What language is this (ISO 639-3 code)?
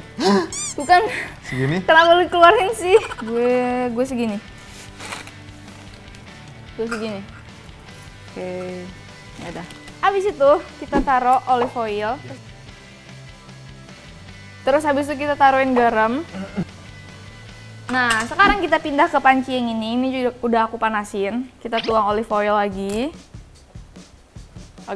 ind